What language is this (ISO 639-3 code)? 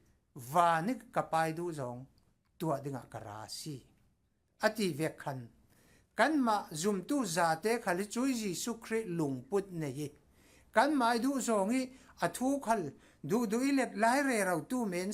cfm